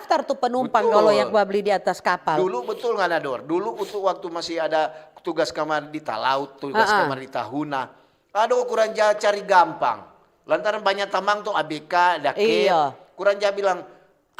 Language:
Manado Malay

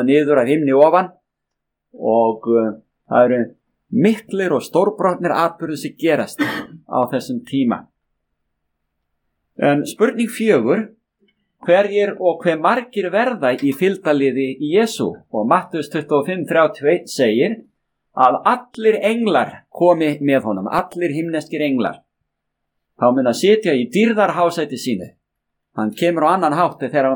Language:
Icelandic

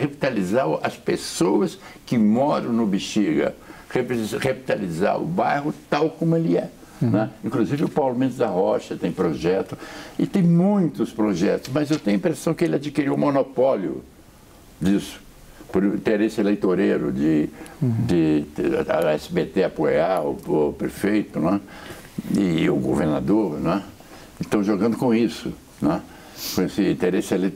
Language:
Portuguese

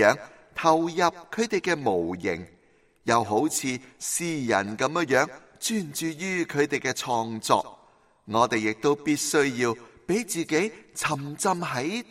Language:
Cantonese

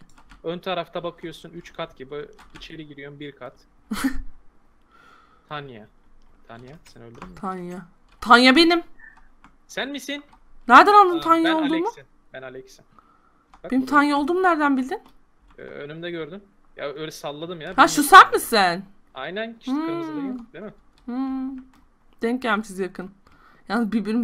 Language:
Turkish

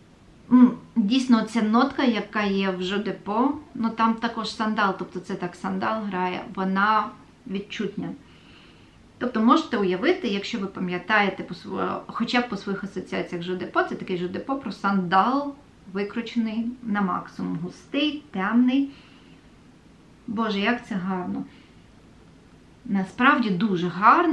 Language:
Ukrainian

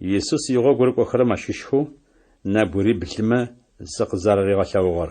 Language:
Adyghe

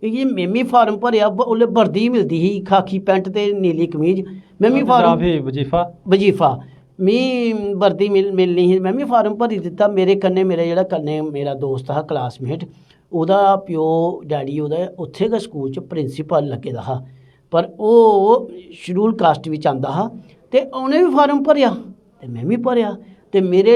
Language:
Dogri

